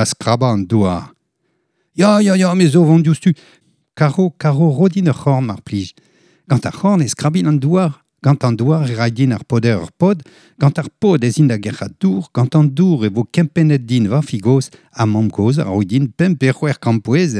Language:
Breton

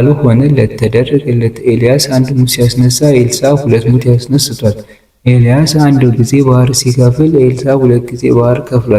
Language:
Amharic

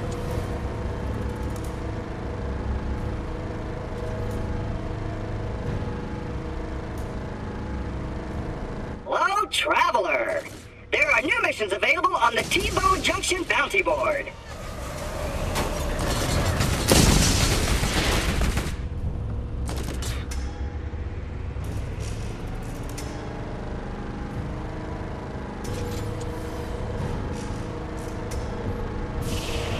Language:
English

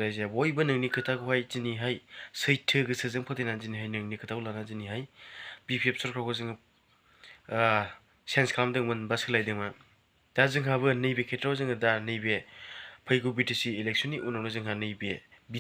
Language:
Bodo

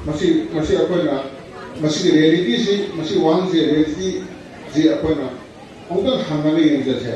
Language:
Manipuri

